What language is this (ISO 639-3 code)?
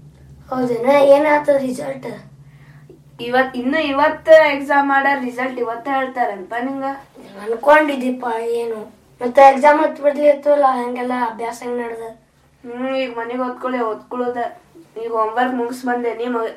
kan